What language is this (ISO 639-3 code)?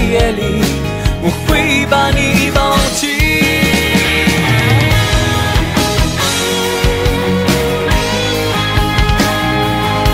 zho